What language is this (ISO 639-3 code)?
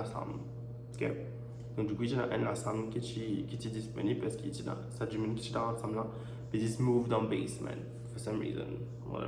mfe